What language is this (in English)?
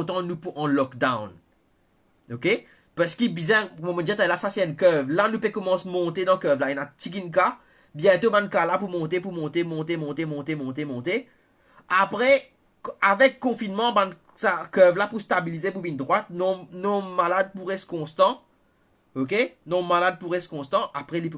Morisyen